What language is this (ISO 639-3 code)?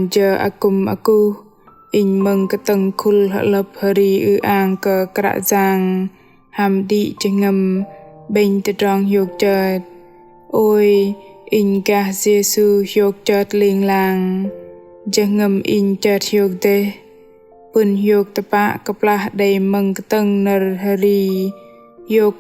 bdq